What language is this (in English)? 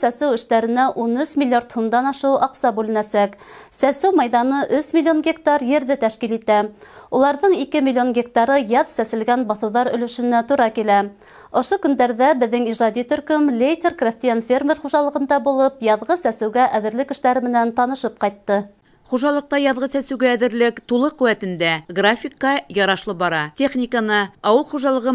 Bashkir